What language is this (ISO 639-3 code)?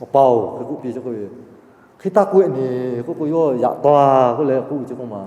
lhu